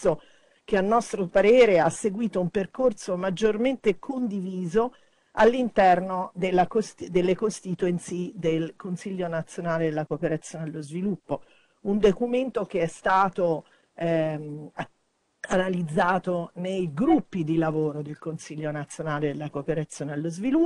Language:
Italian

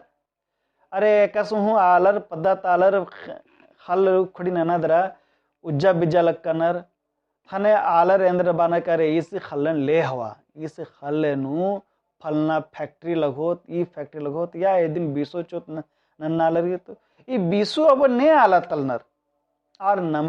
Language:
Kurukh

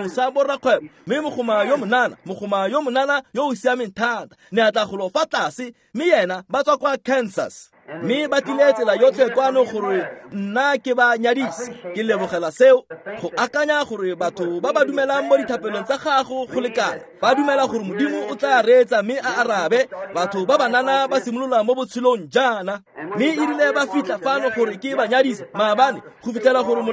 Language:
Tswana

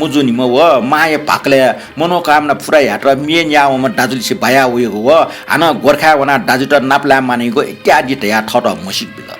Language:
Newari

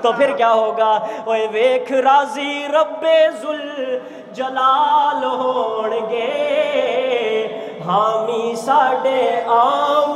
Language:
Urdu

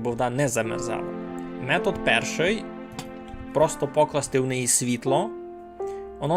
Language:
Rusyn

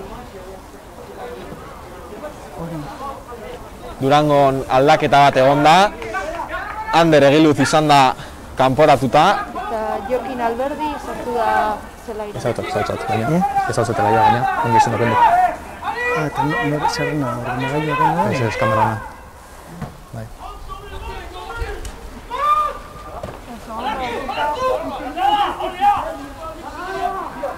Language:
Basque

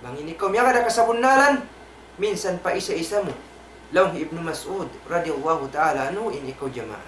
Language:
Tausug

